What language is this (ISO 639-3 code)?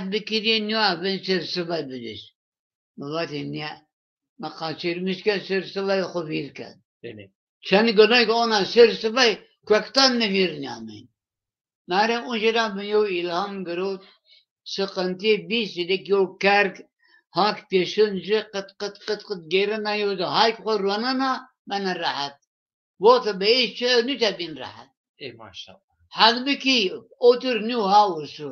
zza